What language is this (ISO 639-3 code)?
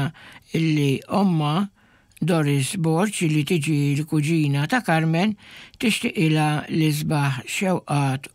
mlt